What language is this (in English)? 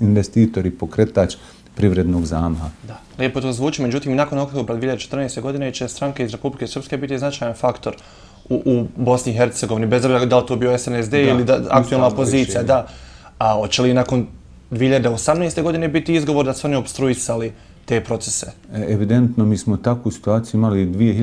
Bosnian